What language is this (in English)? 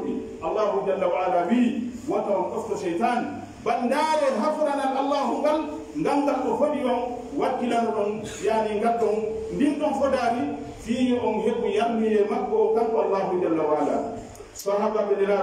Pular